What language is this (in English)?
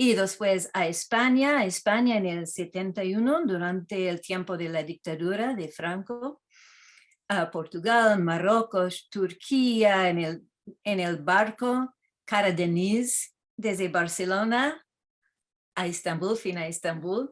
Ladino